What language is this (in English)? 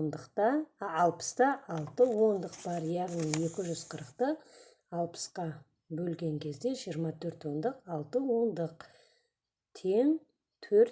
Kazakh